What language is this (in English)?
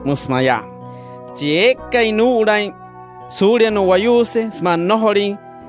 Wayuu